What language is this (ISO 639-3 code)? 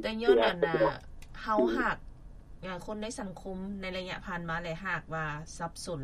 lao